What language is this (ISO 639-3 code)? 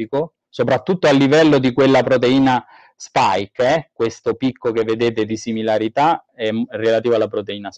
ita